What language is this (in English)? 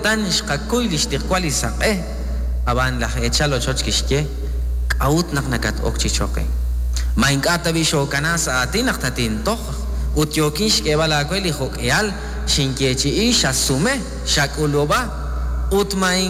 Kekchí